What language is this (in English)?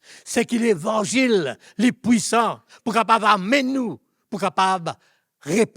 Morisyen